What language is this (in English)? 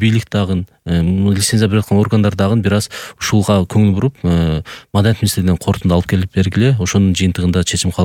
Kyrgyz